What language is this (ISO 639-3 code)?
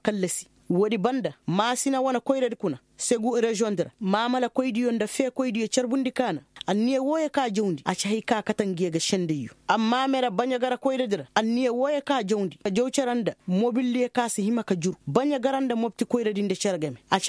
ses